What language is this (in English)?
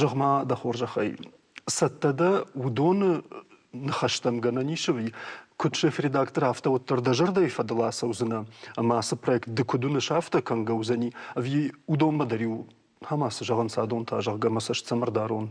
Ossetic